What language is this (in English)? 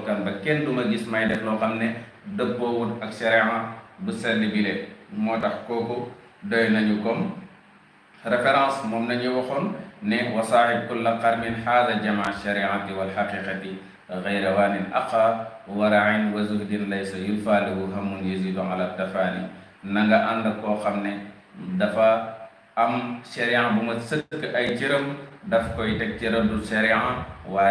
Wolof